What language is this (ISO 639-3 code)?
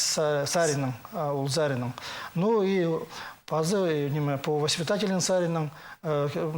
kjh